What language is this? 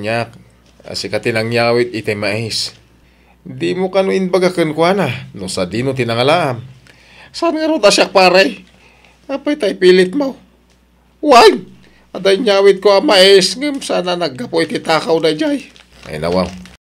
Iloko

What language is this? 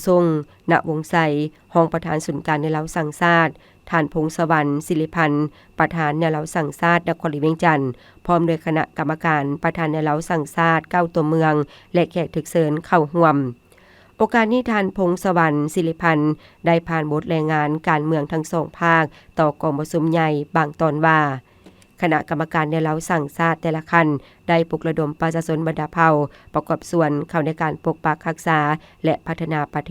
Lao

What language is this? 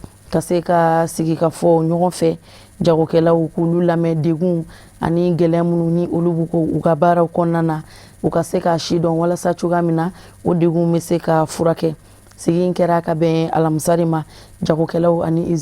Bambara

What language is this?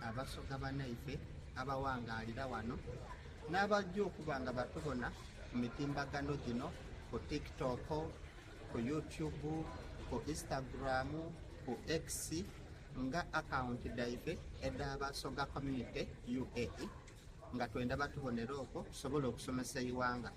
Soga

